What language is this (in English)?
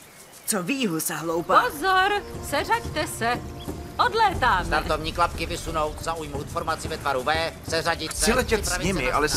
Czech